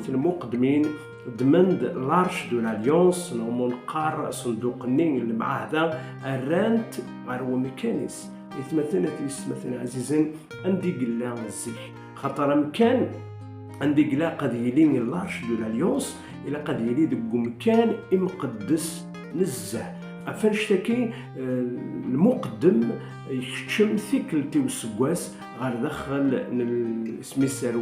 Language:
Kabyle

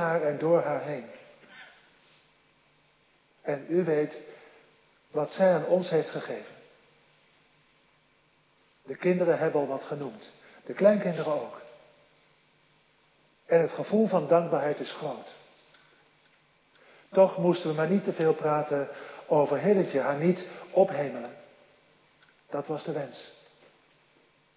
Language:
Dutch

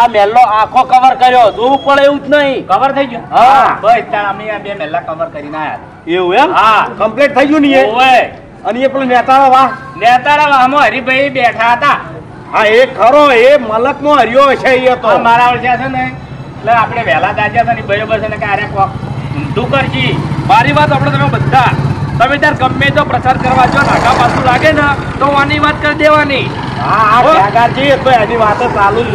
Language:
Gujarati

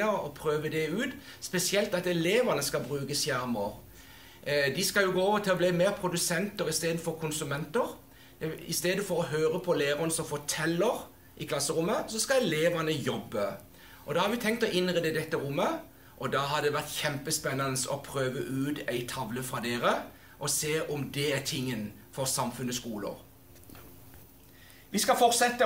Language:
Norwegian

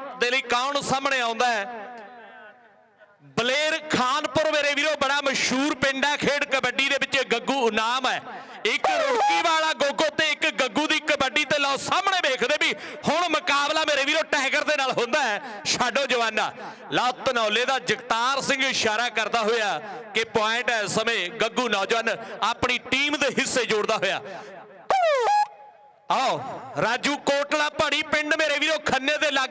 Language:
Punjabi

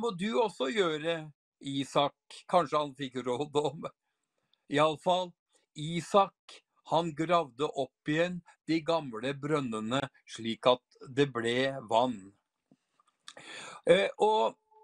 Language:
Norwegian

